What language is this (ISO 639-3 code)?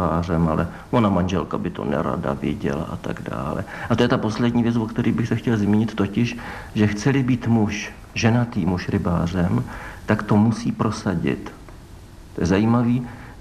ces